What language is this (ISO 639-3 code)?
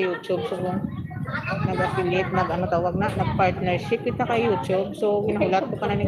hil